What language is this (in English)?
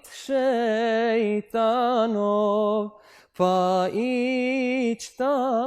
Bosnian